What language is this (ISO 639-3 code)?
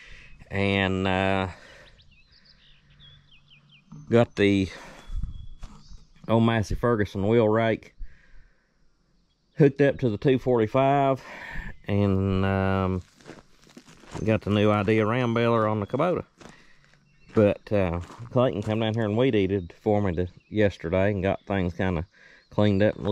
eng